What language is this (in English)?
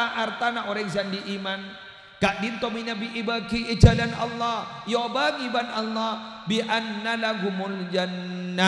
Madurese